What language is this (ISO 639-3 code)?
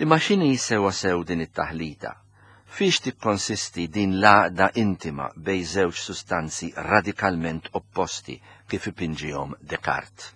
mlt